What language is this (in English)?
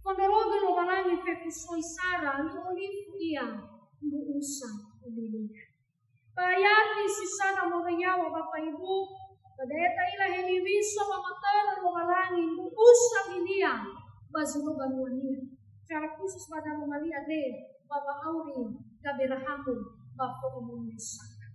Nias